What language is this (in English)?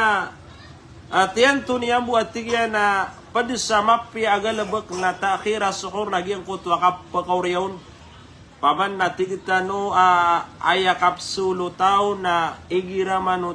Maranao